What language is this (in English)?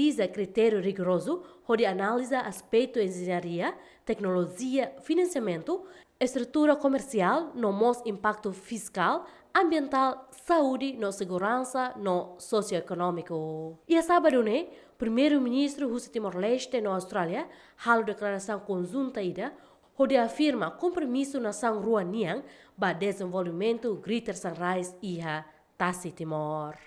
Tetum